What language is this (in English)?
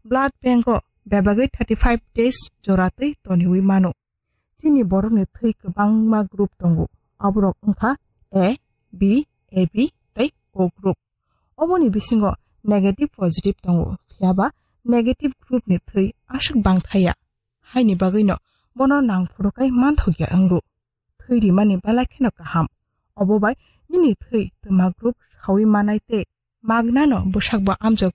Kok Borok